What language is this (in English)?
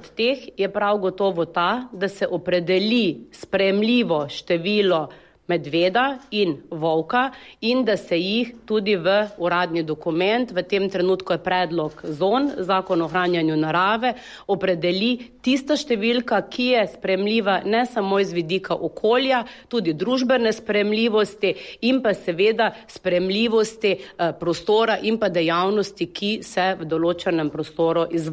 Slovenian